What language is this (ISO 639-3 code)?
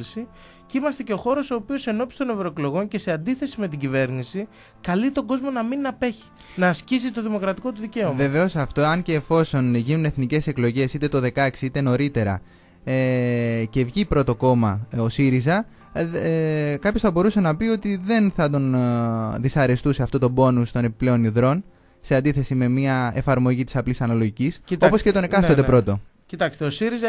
ell